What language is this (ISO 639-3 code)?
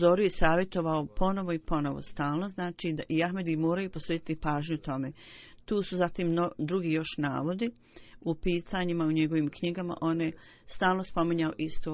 bos